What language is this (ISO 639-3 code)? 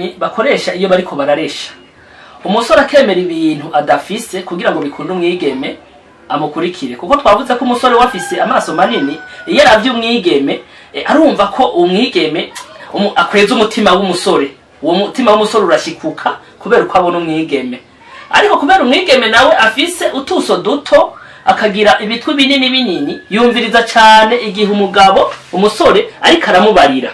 run